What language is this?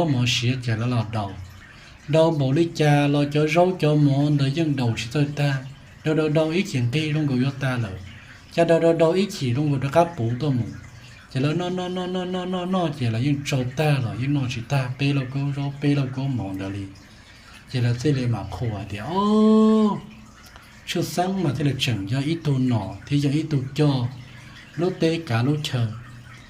Hmong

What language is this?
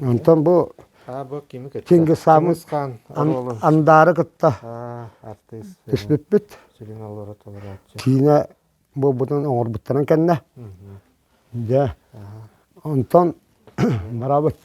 Yakut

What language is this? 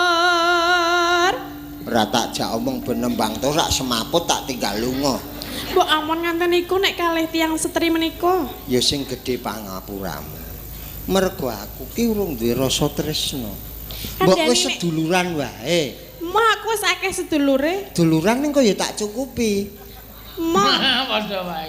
Javanese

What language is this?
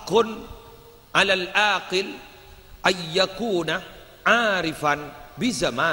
Madurese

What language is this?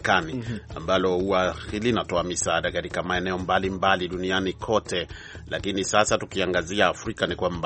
Swahili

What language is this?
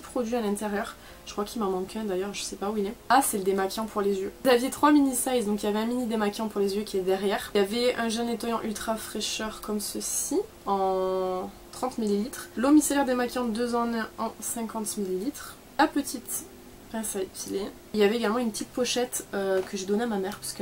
French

